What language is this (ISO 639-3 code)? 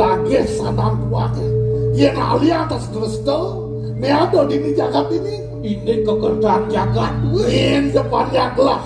ban